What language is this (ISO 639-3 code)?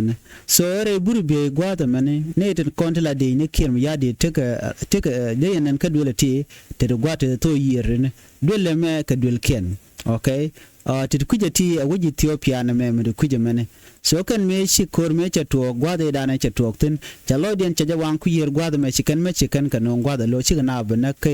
nus